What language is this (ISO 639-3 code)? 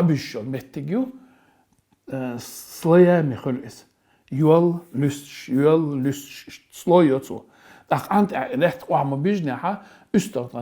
che